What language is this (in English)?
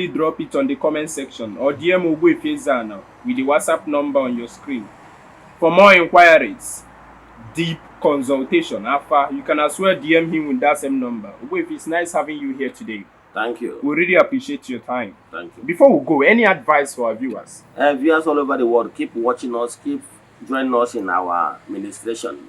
Igbo